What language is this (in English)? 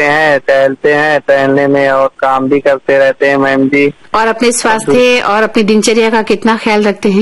Hindi